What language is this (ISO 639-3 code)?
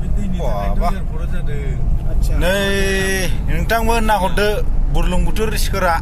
brx